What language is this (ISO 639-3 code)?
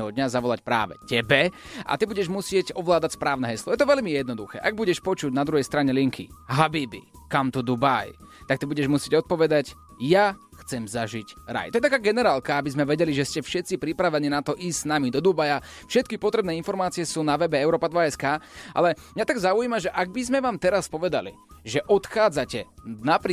slk